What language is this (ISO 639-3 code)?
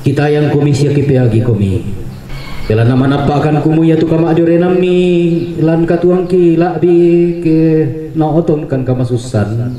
sda